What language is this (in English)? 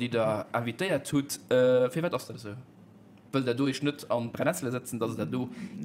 Luxembourgish